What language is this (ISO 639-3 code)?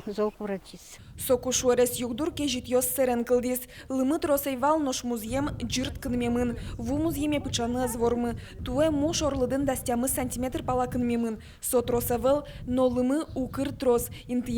udm